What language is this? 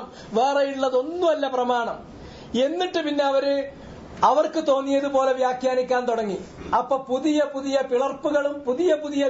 Malayalam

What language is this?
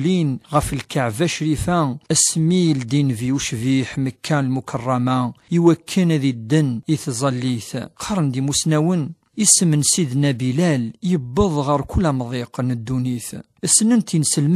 Kabyle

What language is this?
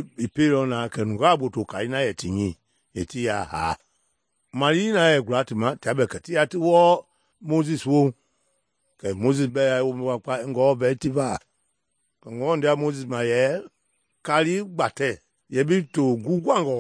Mende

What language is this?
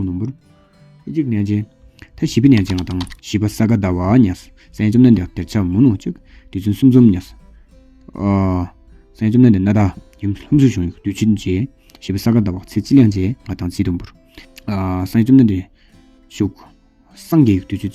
Tawang Monpa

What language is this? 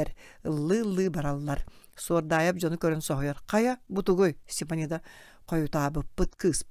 Yakut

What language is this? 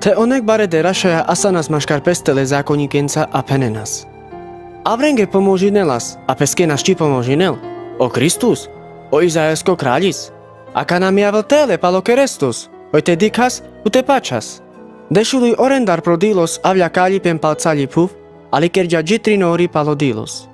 Carpathian Romani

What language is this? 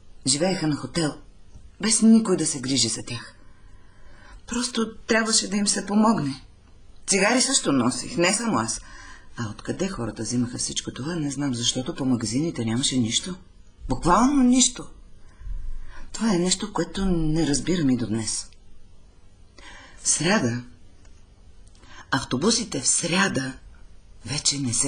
Bulgarian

